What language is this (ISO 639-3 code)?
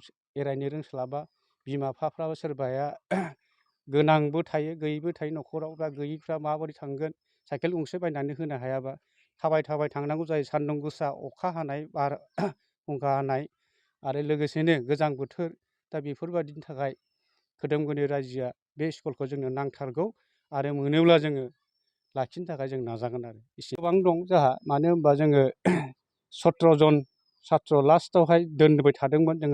brx